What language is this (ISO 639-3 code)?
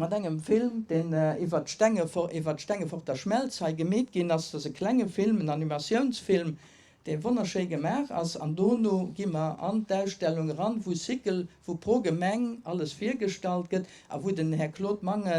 ltz